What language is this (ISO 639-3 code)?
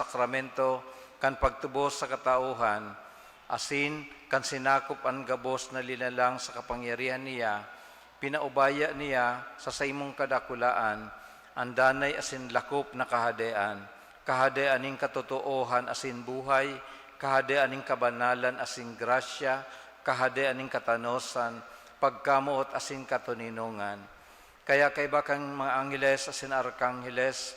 bik